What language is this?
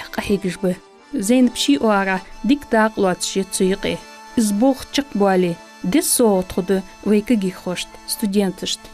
Ingush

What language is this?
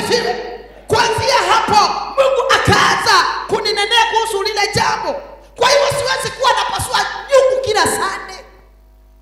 Swahili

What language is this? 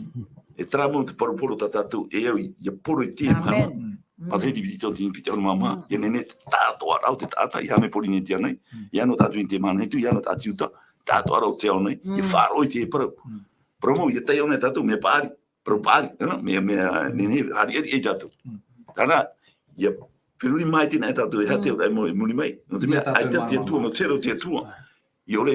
Tahitian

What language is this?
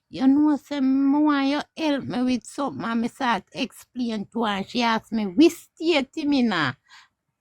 Jamaican Creole English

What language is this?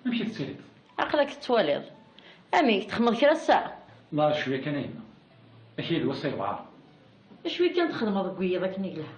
Kabyle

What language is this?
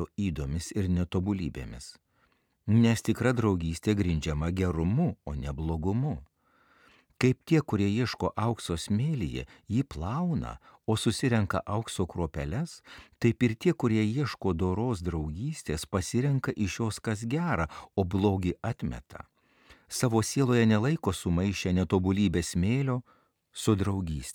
Lithuanian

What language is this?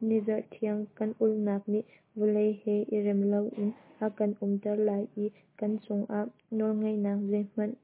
Hakha Chin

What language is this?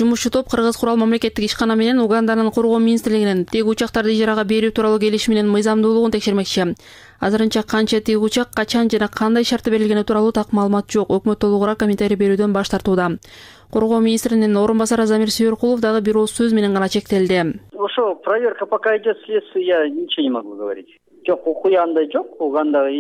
Kyrgyz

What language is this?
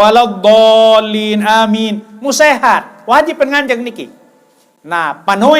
Sasak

